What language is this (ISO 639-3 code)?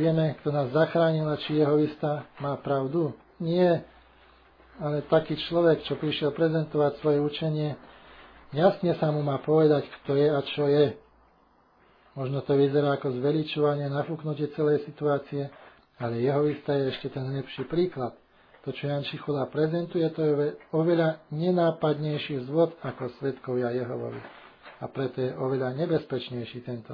slk